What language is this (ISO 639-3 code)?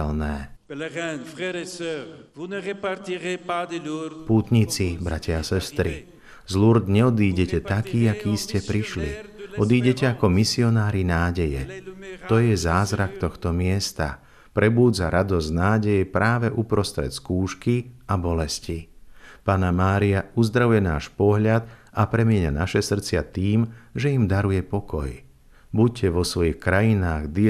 slk